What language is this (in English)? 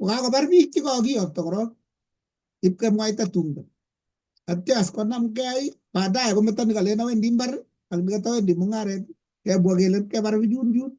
Kalenjin